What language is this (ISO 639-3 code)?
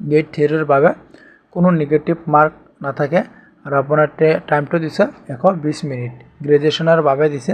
asm